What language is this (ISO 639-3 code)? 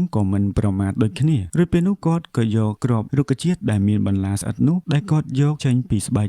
khm